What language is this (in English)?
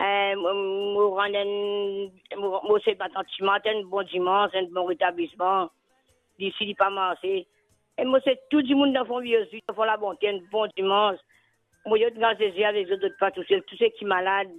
Morisyen